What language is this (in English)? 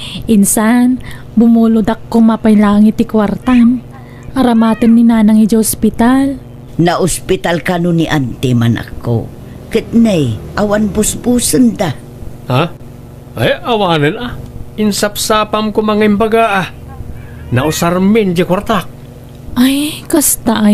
Iloko